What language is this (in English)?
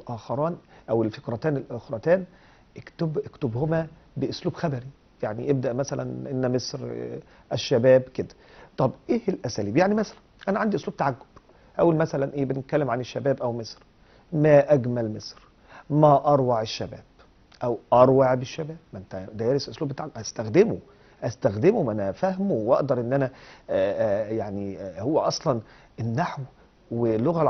Egyptian Arabic